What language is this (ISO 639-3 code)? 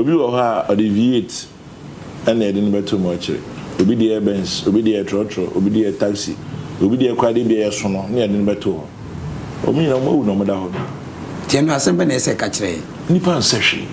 aka